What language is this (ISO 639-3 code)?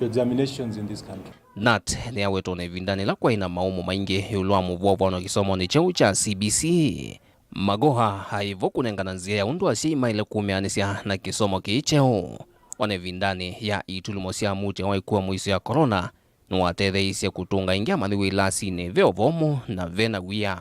kam